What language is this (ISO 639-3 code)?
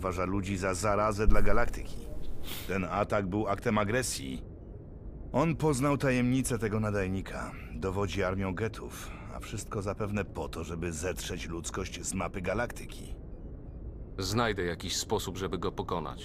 pol